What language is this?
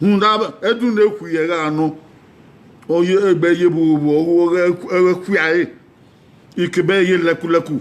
Bini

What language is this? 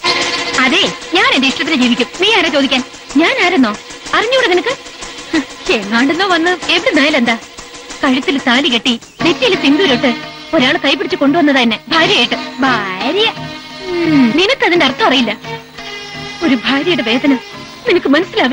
Malayalam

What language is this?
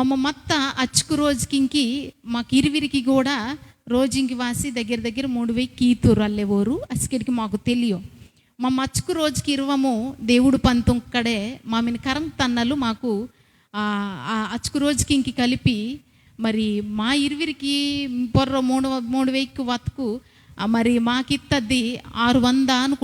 Koya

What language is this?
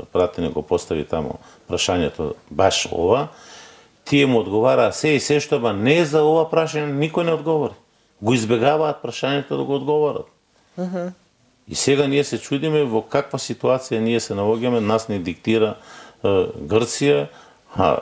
Macedonian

